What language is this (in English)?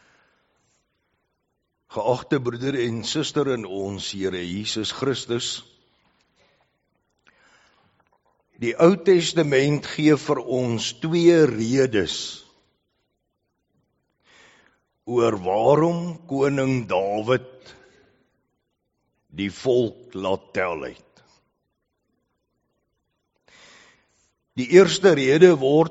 Afrikaans